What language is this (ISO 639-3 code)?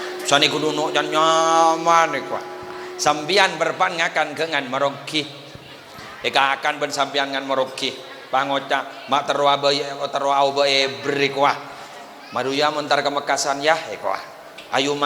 mad